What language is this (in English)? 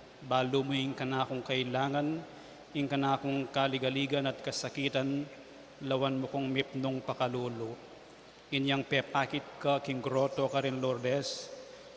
Pampanga